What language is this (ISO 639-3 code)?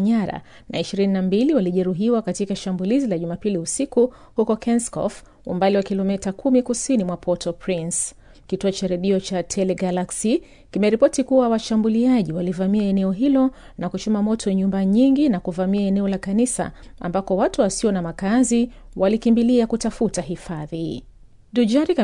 swa